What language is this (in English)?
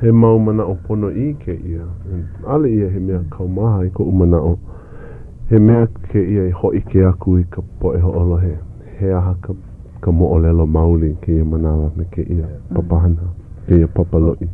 Hawaiian